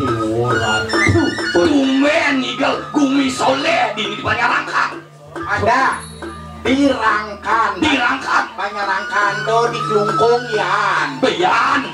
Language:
Balinese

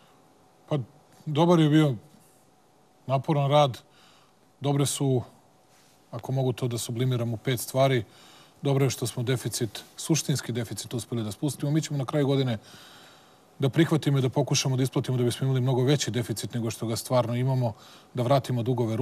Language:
Serbian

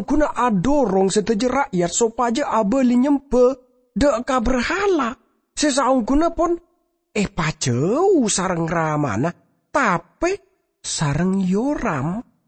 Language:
Madurese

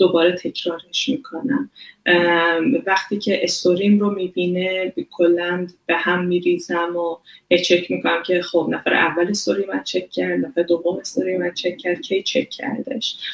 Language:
Persian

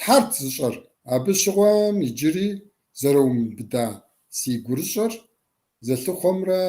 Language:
Kabardian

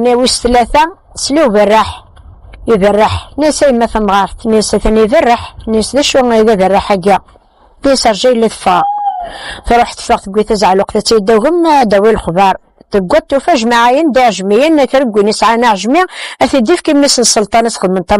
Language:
Kabyle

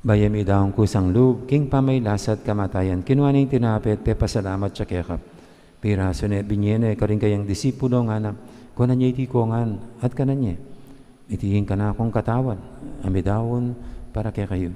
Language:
Pampanga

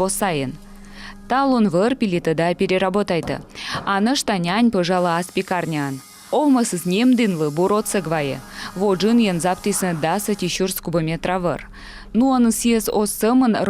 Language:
Komi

